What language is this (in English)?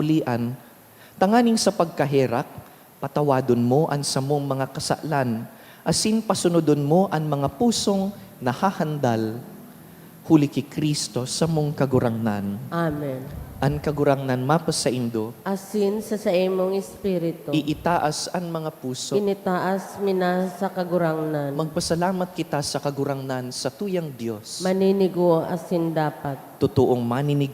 Bikol